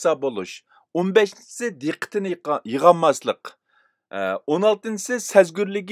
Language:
Uyghur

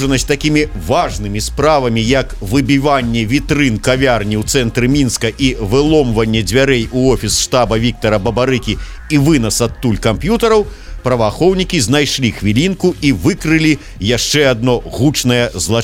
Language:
Belarusian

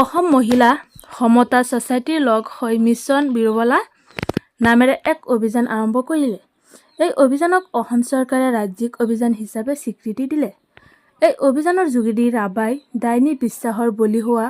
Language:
Assamese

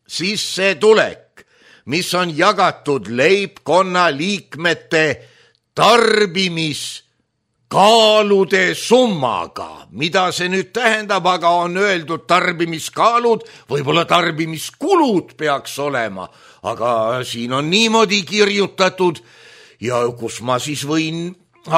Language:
Estonian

